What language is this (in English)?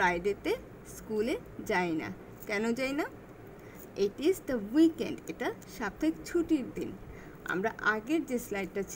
Bangla